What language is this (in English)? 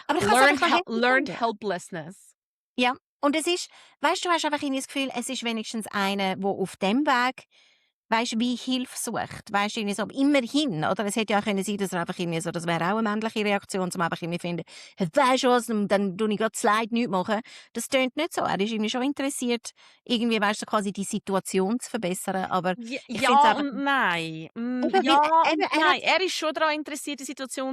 Swiss German